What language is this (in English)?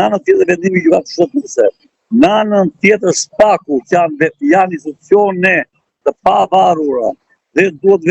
Albanian